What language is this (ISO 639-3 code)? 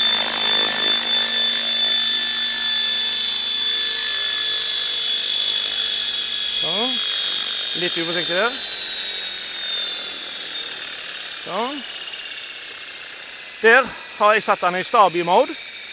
nor